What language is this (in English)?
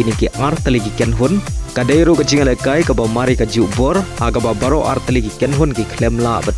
Khasi